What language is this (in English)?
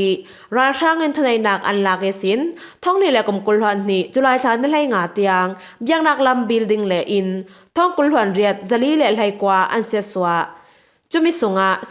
Falam Chin